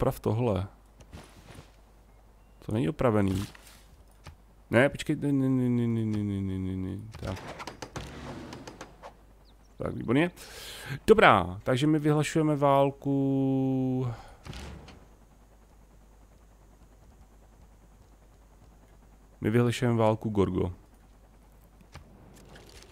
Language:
Czech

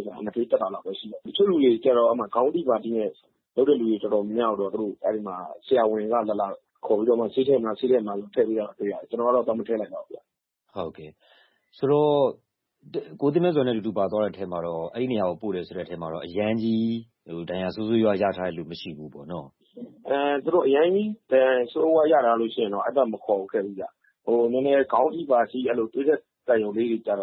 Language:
Burmese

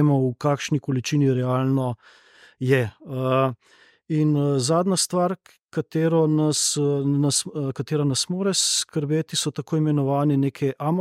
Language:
Slovenian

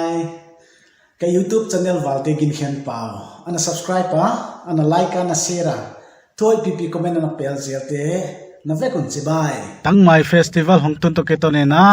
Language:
Paite Chin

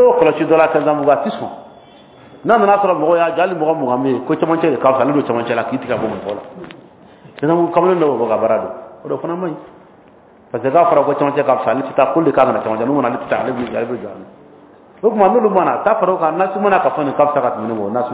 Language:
Dyula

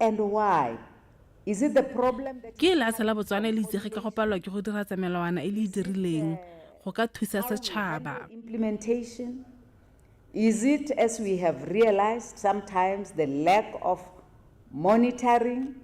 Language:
Tswana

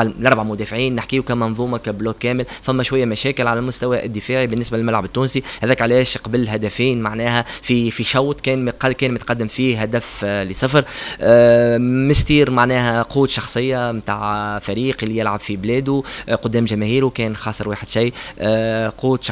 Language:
Tunisian Arabic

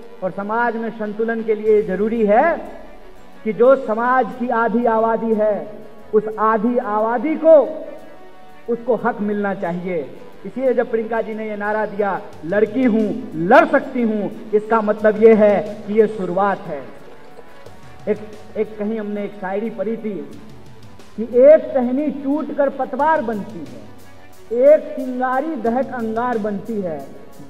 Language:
Hindi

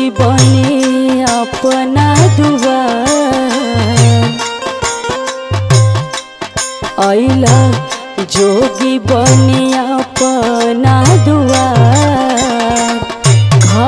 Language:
Bhojpuri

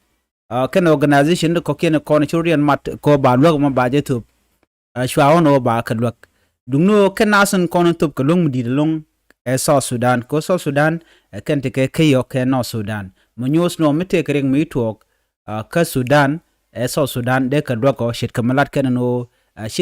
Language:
Nuer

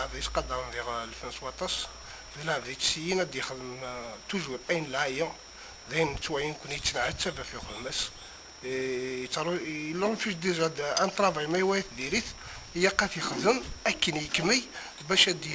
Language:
Kabyle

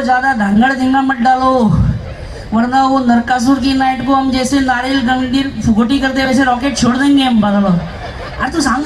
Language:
Konkani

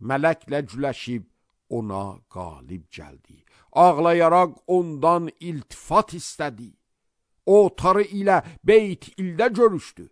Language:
Azerbaijani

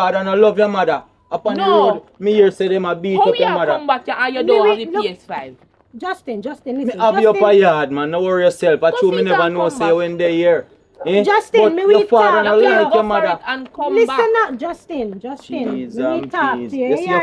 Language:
Jamaican Creole English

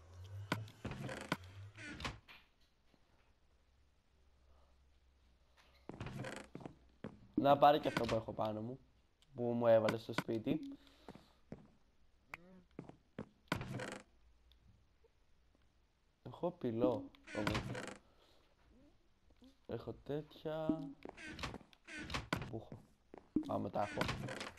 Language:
Greek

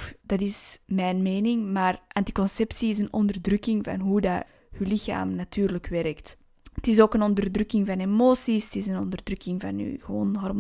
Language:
Dutch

